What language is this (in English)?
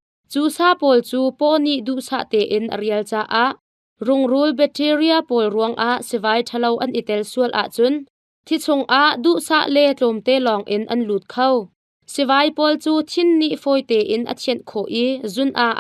Hakha Chin